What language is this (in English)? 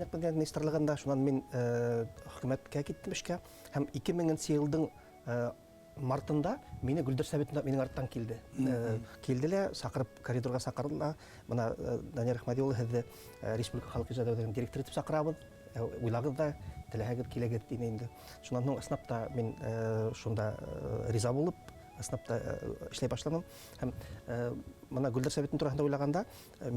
Bashkir